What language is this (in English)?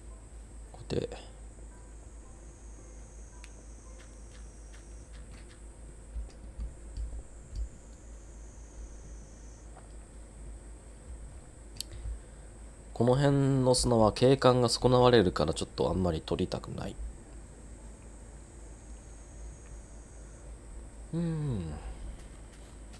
Japanese